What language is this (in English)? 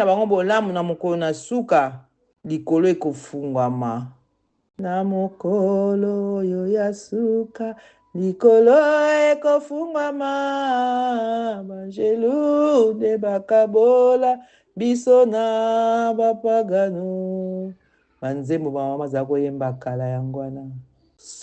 Lingala